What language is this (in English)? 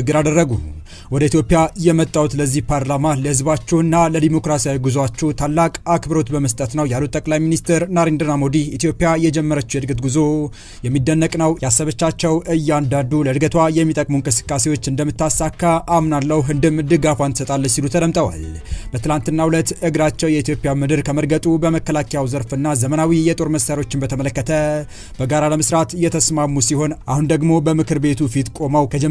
Amharic